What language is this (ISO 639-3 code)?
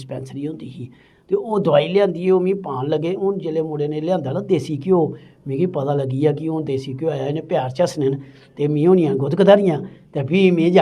doi